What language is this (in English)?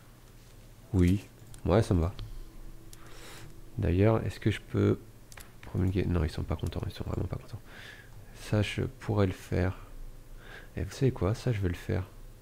French